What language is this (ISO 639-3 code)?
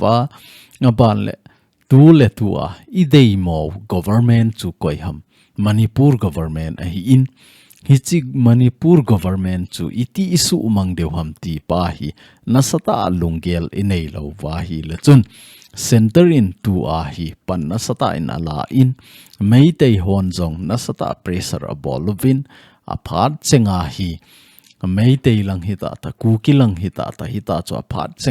tcz